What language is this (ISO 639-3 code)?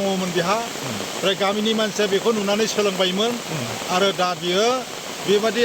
brx